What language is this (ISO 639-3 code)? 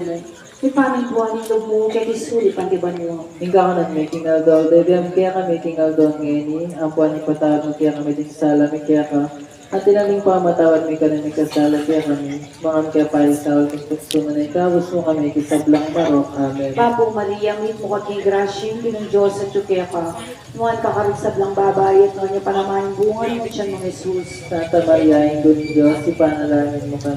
pam